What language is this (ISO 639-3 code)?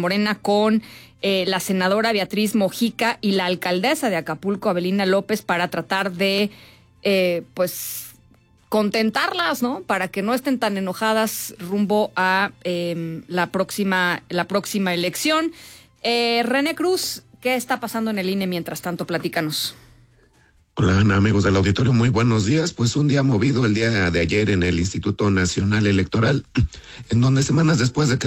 spa